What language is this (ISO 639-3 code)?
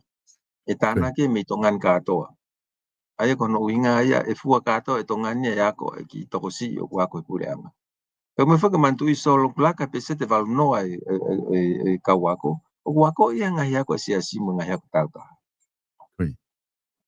ton